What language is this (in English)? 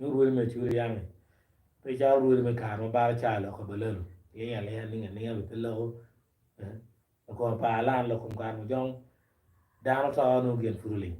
Acoli